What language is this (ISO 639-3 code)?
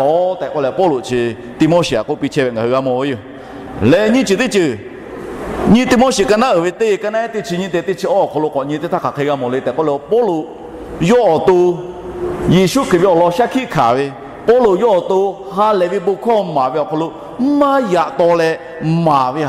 lhu